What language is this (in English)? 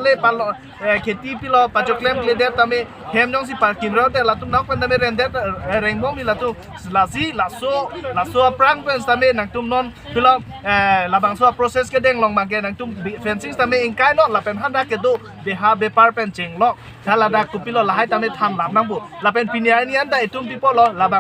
Karbi